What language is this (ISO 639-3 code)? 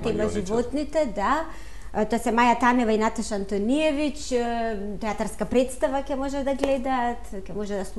mkd